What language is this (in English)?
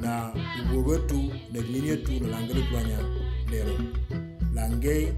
Moro